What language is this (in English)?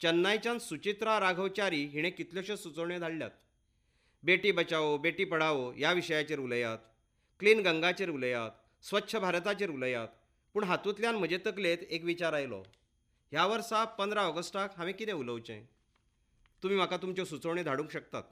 Konkani